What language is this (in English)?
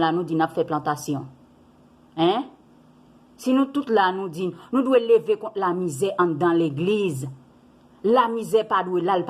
Haitian Creole